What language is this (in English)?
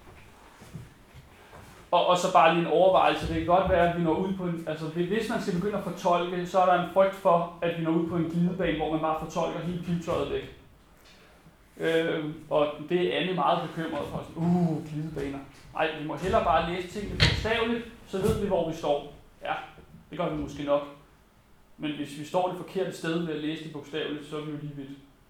Danish